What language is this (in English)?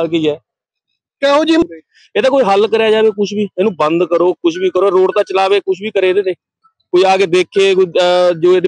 Punjabi